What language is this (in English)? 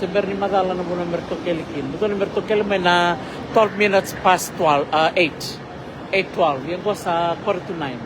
Fijian